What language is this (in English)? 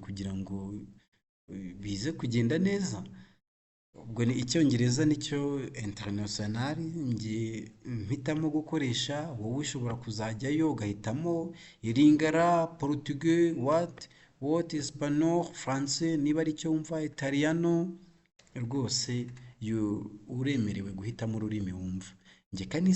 Kinyarwanda